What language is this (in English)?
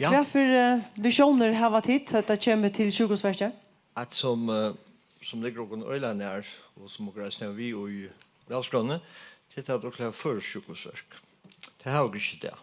Faroese